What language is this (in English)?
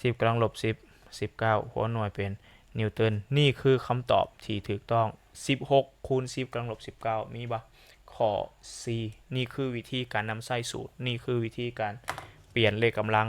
Lao